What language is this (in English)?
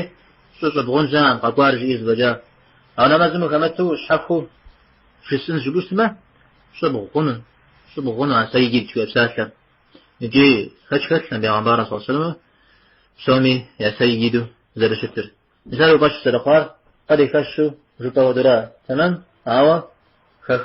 Kabardian